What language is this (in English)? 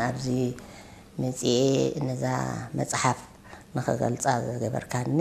Tigrinya